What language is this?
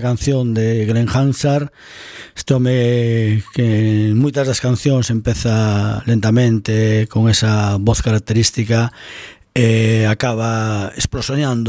Galician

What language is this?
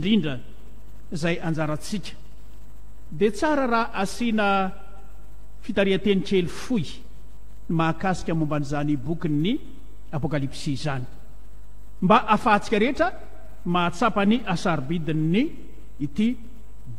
Malagasy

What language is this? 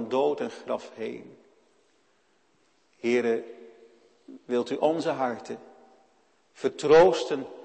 Dutch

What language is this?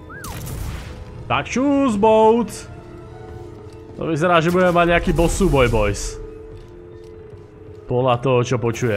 Slovak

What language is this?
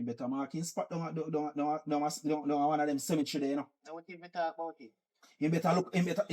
Jamaican Creole English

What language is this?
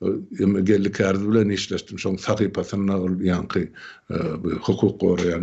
Turkmen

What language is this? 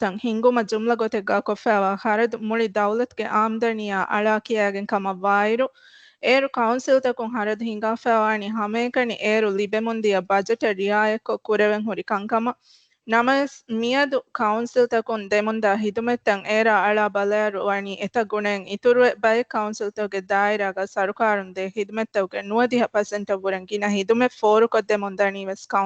Divehi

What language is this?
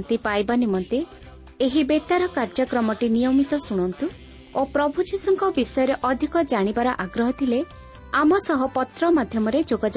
Odia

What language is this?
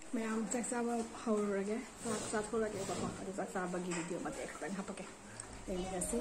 Manipuri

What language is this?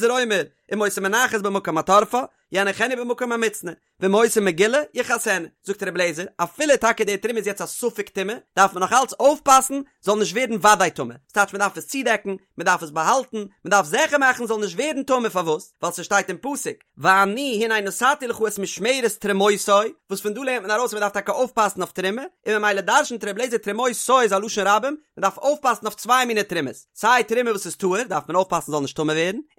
Yiddish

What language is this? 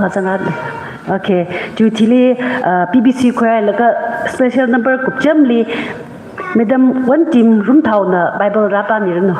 Tangkhul Naga (India)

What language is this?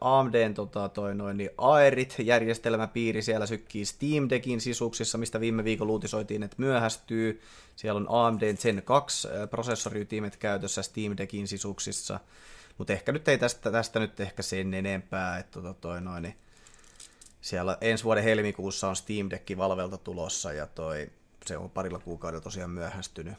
Finnish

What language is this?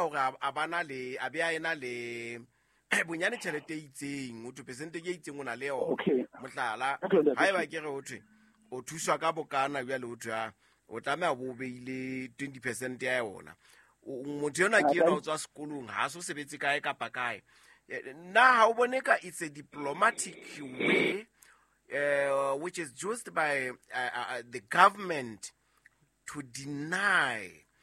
Southern Sotho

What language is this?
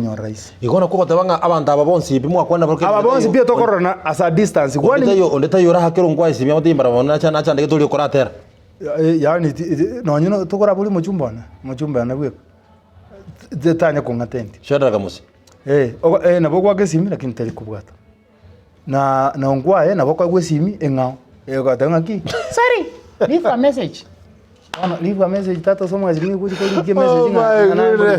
Gusii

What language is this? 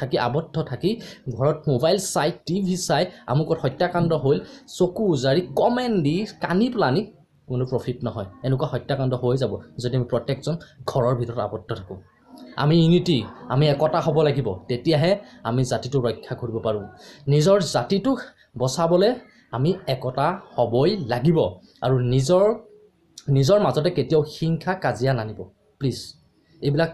Assamese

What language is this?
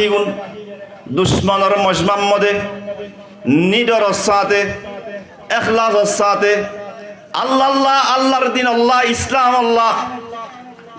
Rohingya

